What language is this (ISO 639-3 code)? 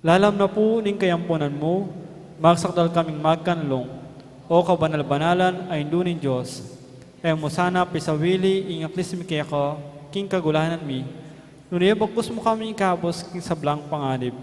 pam